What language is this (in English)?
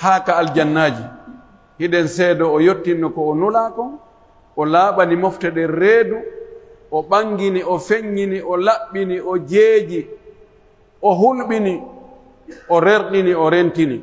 Pular